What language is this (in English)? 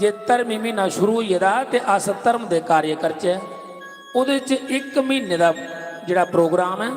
Dogri